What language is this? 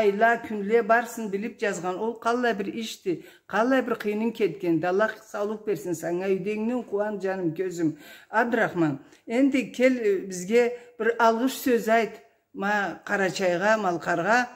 Karachay-Balkar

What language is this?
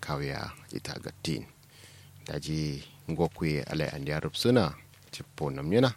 Kanuri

